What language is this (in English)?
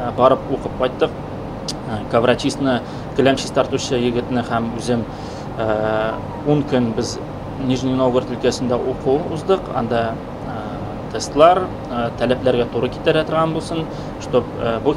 Tatar